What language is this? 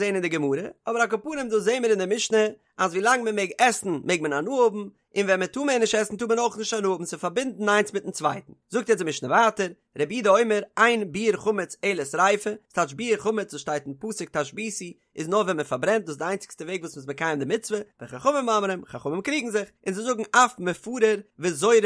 Yiddish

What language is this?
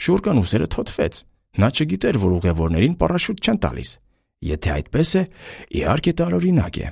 Armenian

